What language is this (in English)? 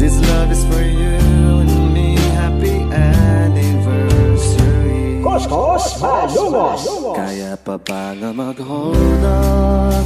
Hiligaynon